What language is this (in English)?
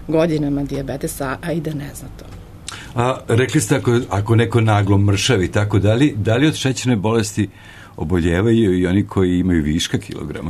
Serbian